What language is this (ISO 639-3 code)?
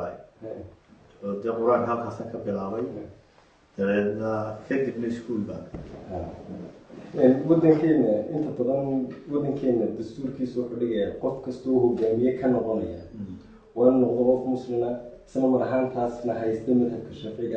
som